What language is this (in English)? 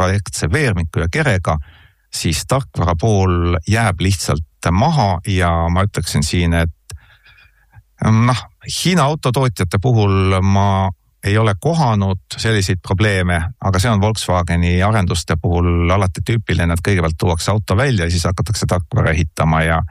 Estonian